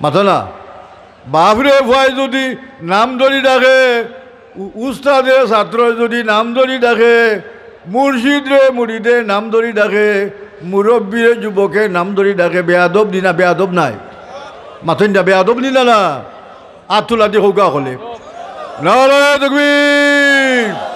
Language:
Sylheti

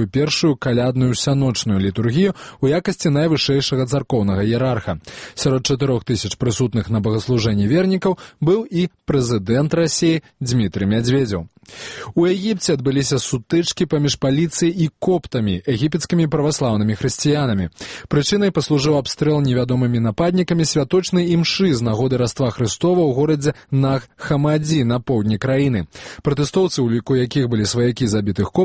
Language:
Belarusian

